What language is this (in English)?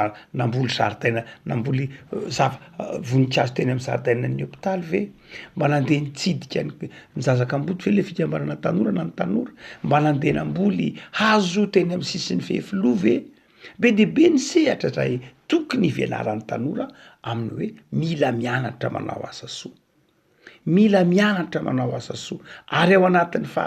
Malagasy